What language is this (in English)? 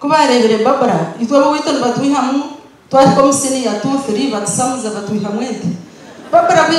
Nyankole